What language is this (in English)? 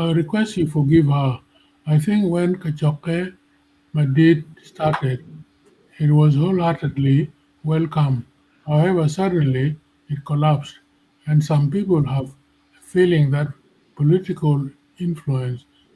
Acoli